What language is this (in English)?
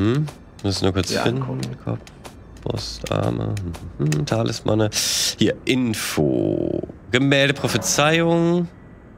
German